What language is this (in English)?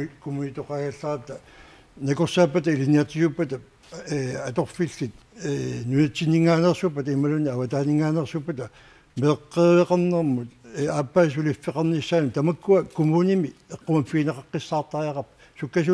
Kalaallisut